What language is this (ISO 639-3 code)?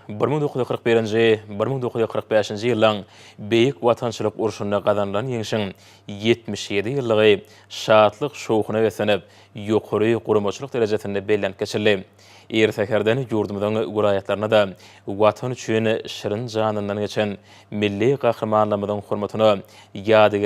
tuk